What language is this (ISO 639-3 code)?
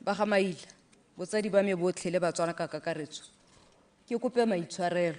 tsn